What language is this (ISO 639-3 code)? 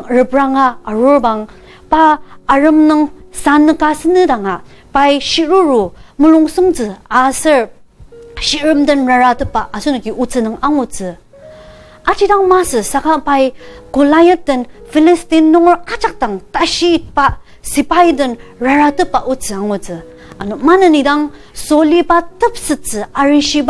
njo